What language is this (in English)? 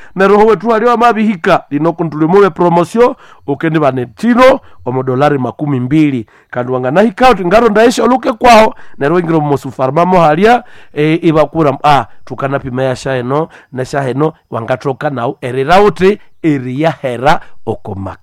Nande